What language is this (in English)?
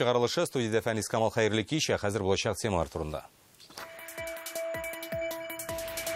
Tatar